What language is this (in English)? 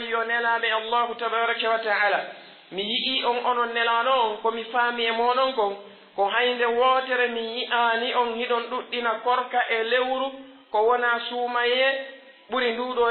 Pular